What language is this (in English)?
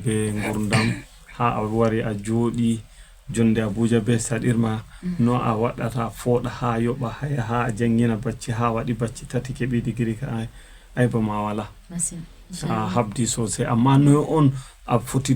Fula